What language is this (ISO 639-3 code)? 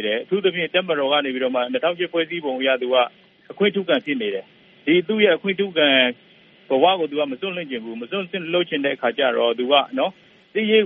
mya